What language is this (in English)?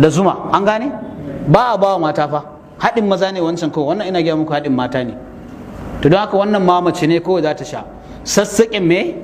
Hausa